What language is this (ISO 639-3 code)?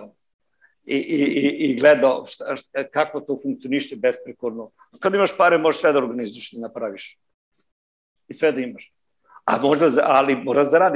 srp